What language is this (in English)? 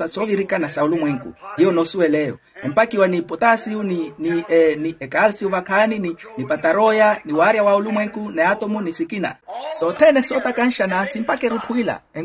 Makhuwa